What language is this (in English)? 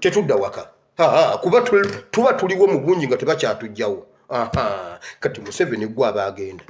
Ganda